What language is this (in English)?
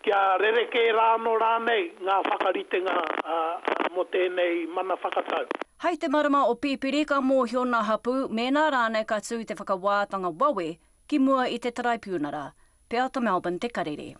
Māori